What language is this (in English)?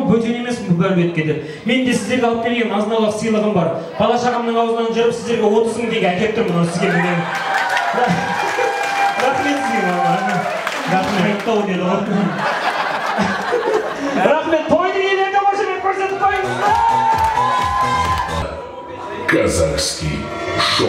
Kazakh